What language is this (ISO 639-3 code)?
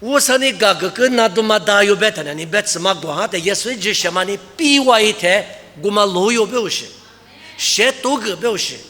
lis